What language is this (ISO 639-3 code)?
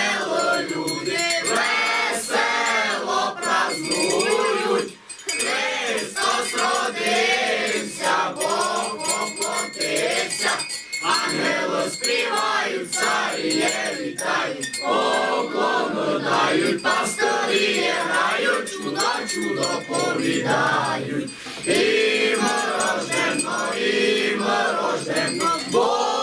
rue